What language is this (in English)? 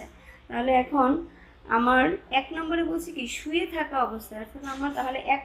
Bangla